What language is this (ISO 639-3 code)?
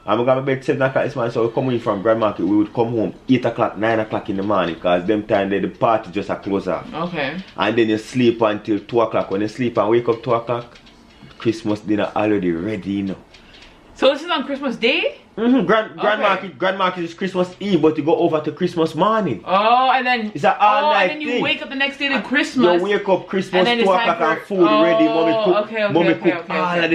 jam